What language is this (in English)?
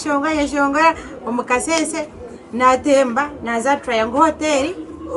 Nyankole